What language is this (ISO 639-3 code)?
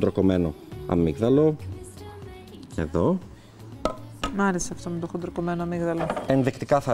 ell